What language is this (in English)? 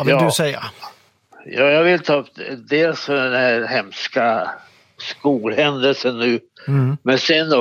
Swedish